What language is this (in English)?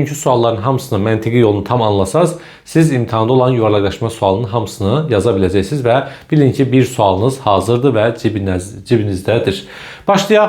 Azerbaijani